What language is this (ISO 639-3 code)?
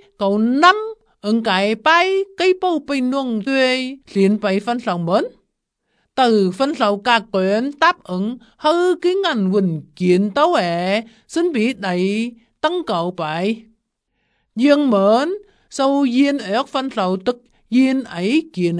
vie